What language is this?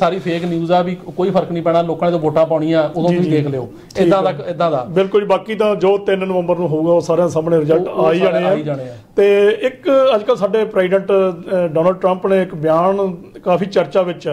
Punjabi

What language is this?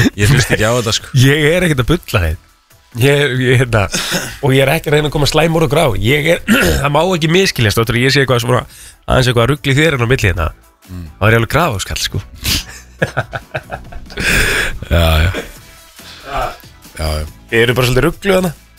Icelandic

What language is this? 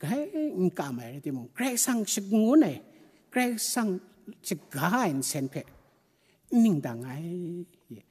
Kachin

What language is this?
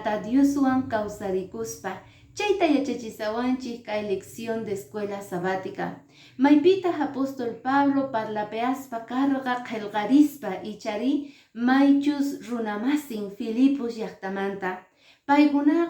Quechua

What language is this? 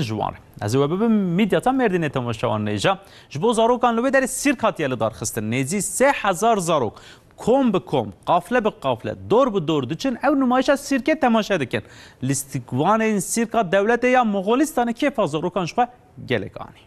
Kurdish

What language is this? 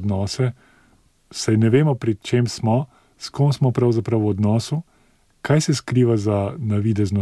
Slovenian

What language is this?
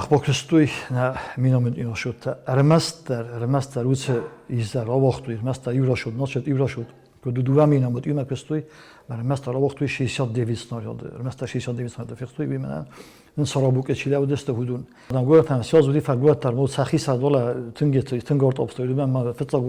Ossetic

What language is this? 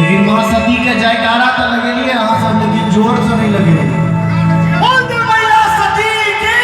Maithili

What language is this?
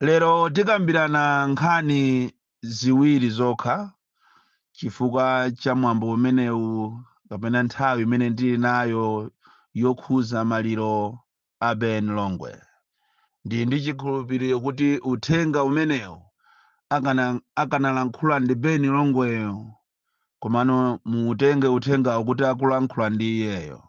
Nyanja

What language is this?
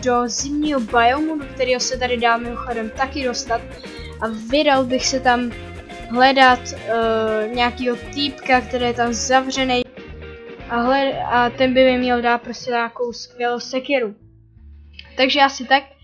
Czech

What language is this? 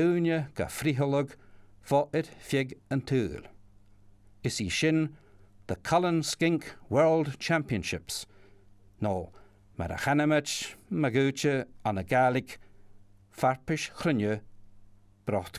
Scottish Gaelic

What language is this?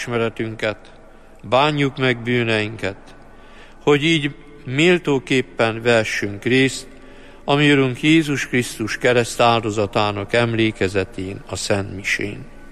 Hungarian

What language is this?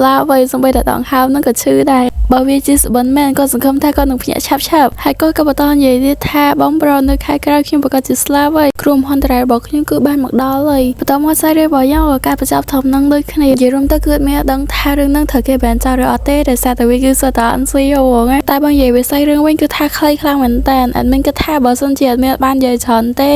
Khmer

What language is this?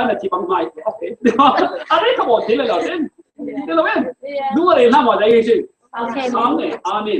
Falam Chin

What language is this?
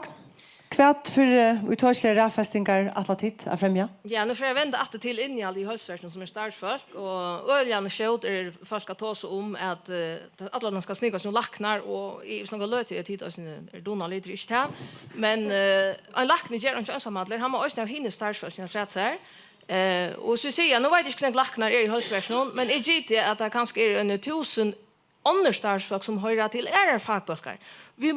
Faroese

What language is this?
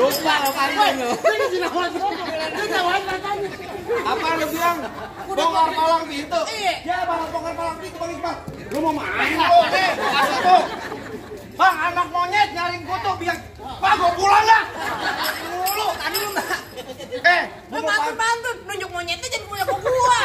Betawi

